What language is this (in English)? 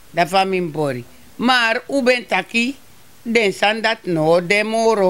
Sranan Tongo